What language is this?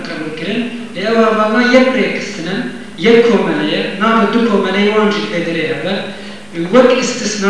Kurdish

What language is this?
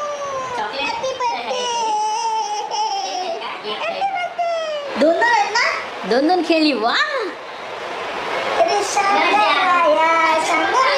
Marathi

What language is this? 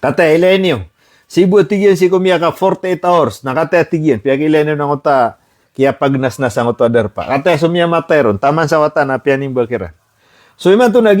Maranao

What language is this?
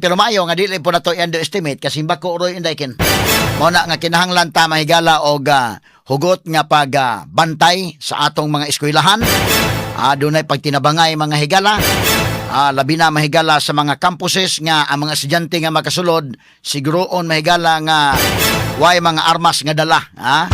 Cebuano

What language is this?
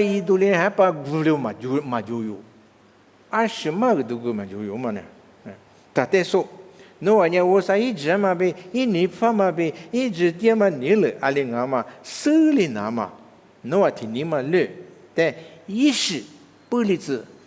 Lisu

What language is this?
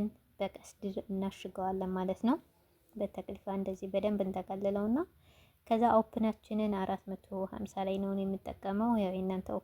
Amharic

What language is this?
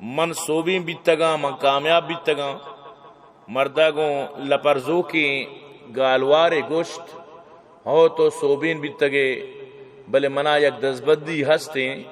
Baluchi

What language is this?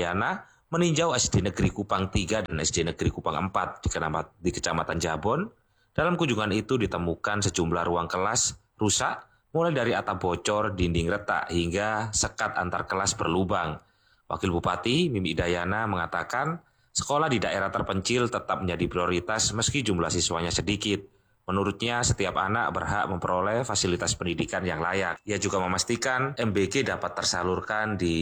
Indonesian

